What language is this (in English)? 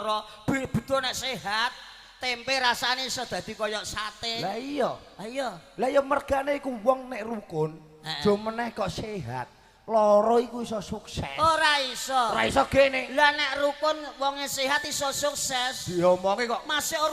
Javanese